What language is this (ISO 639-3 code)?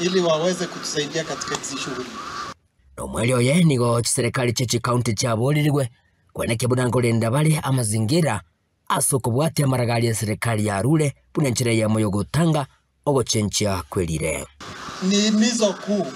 guz